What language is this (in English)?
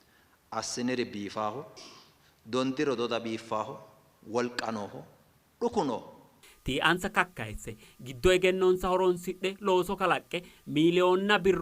Sidamo